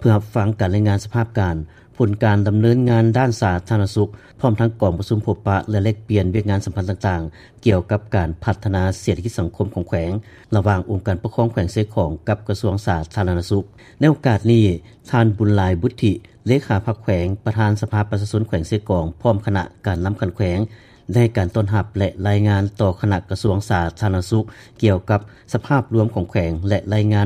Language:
Lao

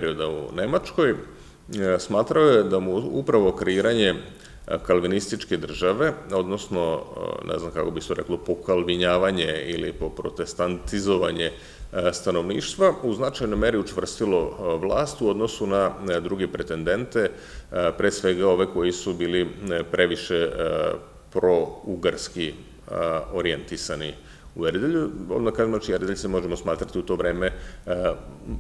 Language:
Serbian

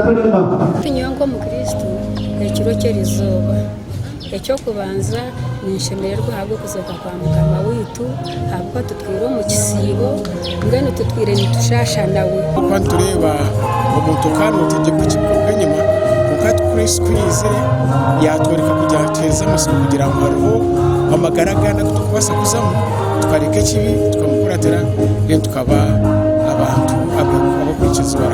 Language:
Nyankole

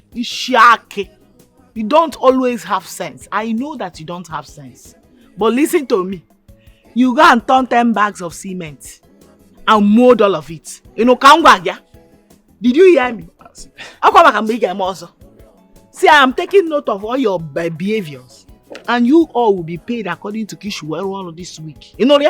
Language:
Nigerian Pidgin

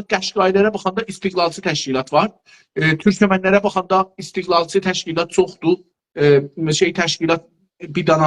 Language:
South Azerbaijani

